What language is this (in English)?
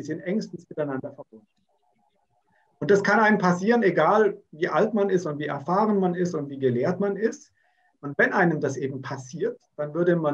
German